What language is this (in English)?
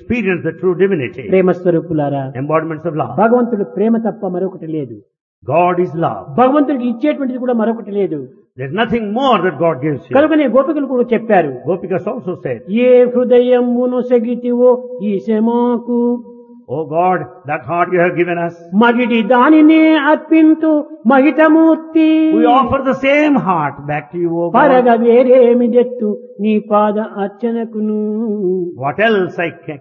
Telugu